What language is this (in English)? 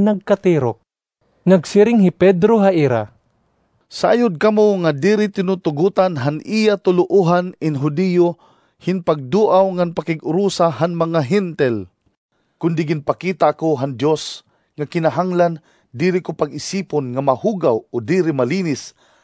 Waray